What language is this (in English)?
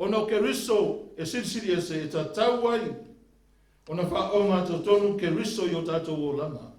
Samoan